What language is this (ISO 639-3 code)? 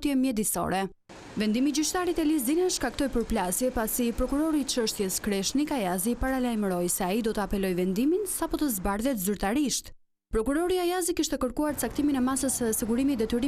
sqi